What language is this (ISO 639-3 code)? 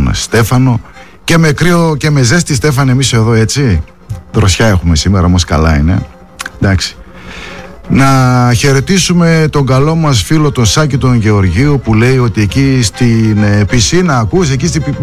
ell